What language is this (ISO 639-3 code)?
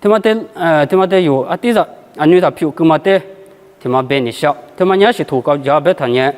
lis